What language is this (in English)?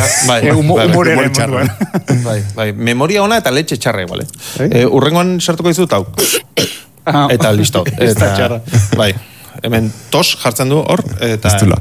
Basque